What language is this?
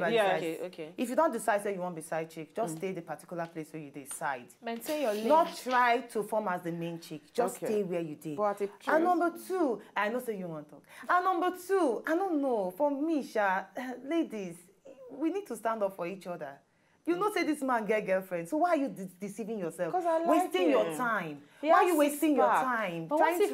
Nigerian Pidgin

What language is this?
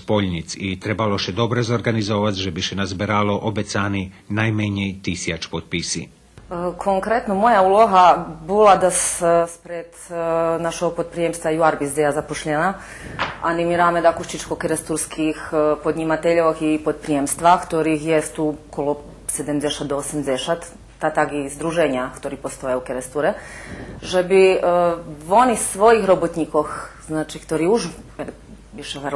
Rusyn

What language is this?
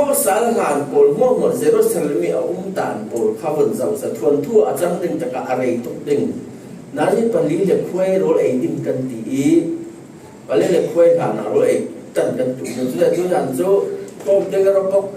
Falam Chin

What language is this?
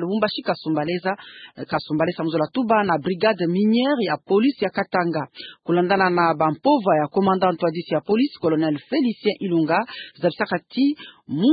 Kituba (Democratic Republic of Congo)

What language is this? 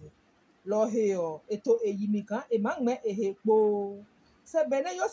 Adangme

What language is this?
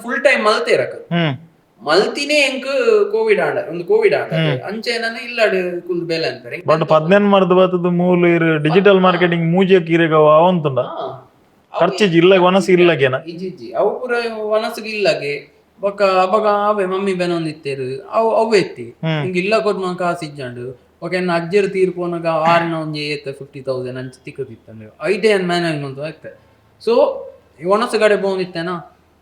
Tulu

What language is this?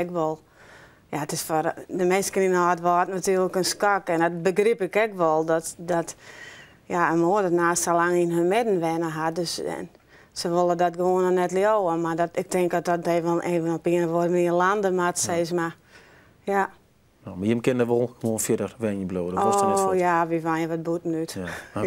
Western Frisian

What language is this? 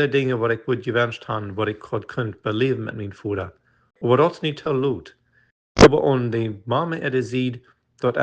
Plautdietsch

